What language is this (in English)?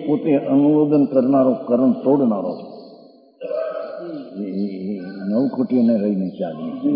Gujarati